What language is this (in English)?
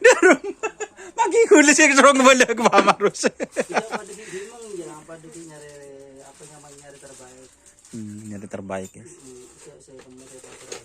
Madurese